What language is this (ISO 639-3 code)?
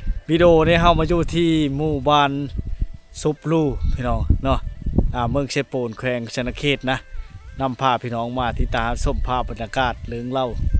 lao